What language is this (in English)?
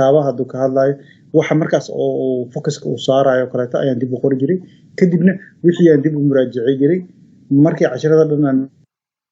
Somali